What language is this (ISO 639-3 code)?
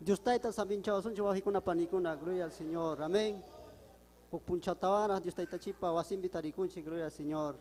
quy